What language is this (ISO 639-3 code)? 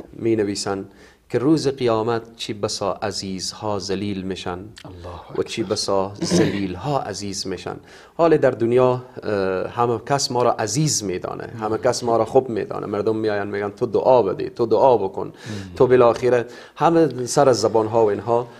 fas